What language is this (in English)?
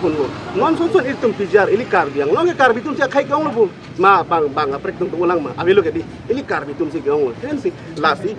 Karbi